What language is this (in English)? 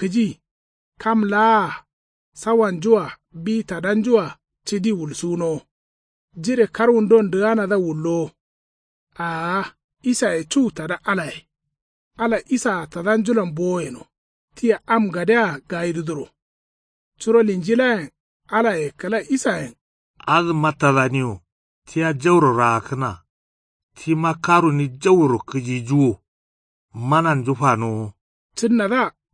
Kanuri